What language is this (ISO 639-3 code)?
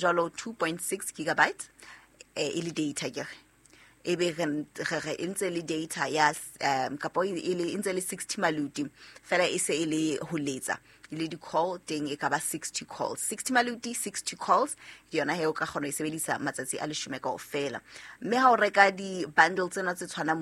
sot